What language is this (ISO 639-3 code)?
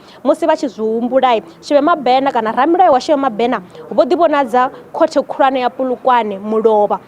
ven